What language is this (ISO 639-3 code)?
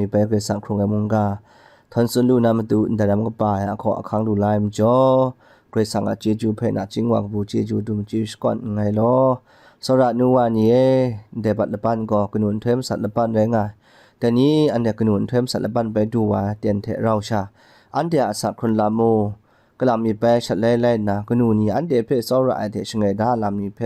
kac